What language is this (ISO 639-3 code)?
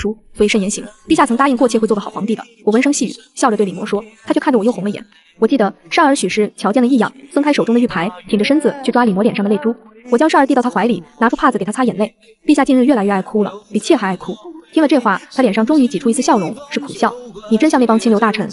zho